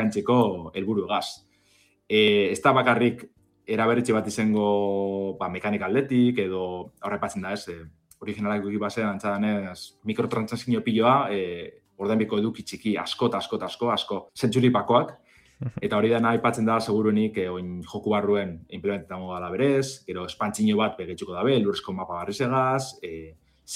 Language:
Basque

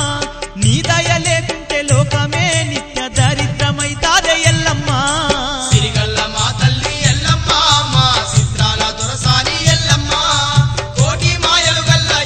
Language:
Telugu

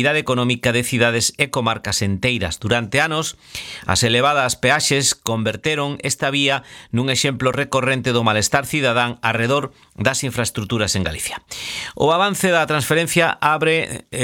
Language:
Galician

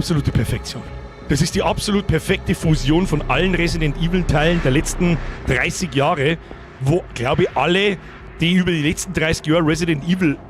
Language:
Bavarian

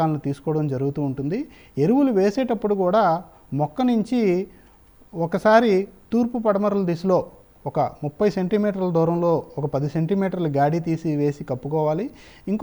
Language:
Telugu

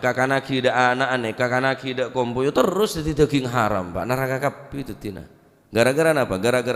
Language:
Madurese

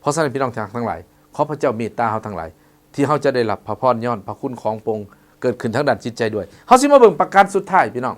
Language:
Lao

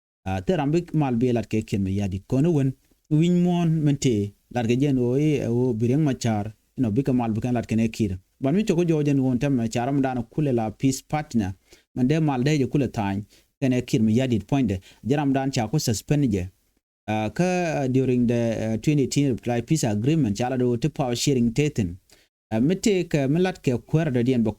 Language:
Nuer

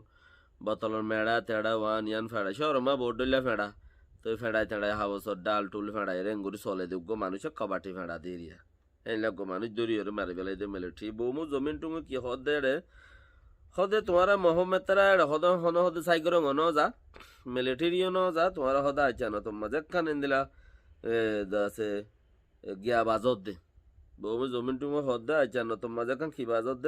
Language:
Rohingya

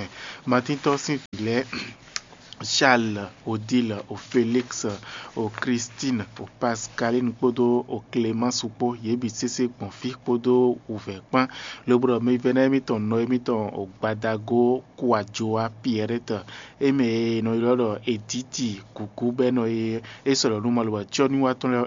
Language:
Fon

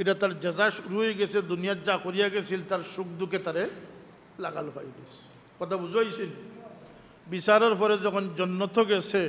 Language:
Sylheti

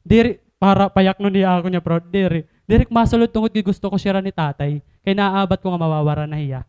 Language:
Waray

